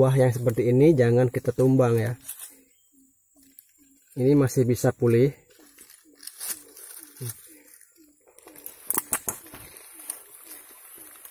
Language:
Indonesian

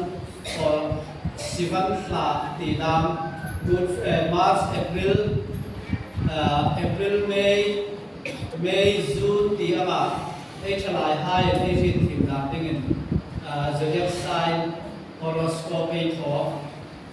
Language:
Hmar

